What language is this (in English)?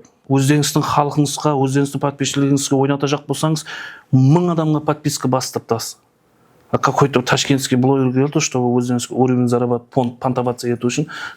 Kara-Kalpak